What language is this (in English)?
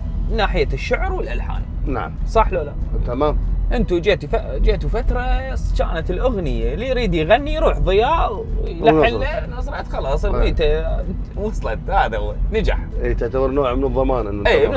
Mesopotamian Arabic